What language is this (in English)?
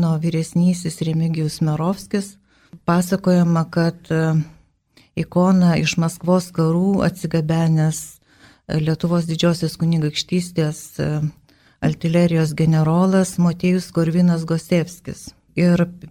Lithuanian